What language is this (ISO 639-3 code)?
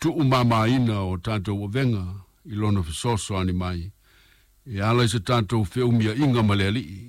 smo